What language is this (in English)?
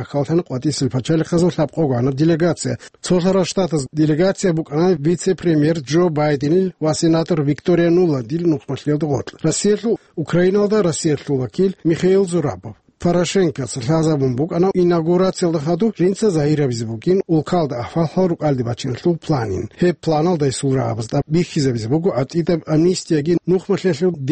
Avaric